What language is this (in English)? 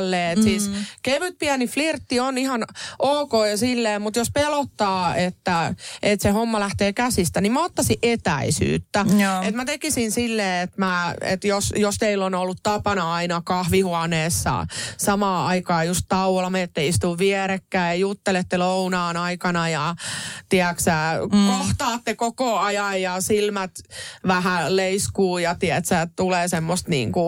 Finnish